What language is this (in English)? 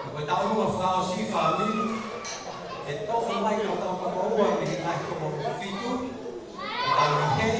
Tongan